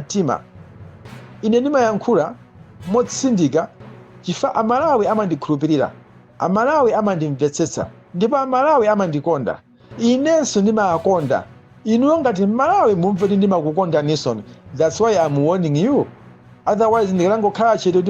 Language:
Nyanja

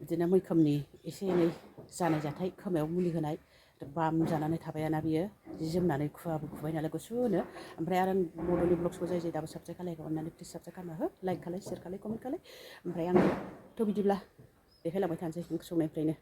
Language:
Bodo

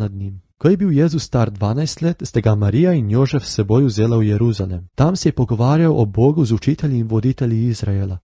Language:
Slovenian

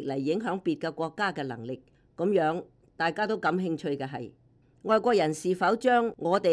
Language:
Cantonese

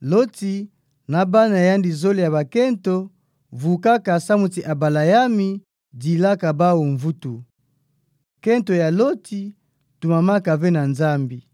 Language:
Kituba (Democratic Republic of Congo)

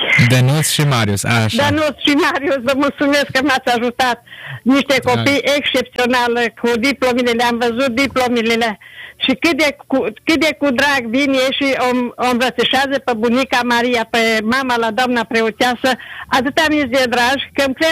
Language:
Romanian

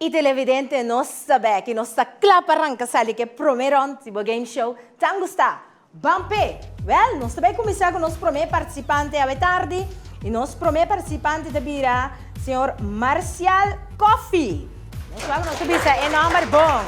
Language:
Papiamento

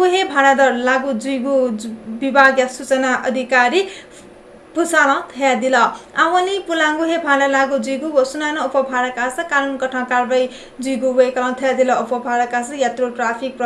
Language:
Newari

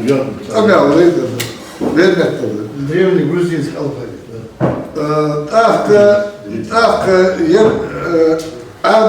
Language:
Ingush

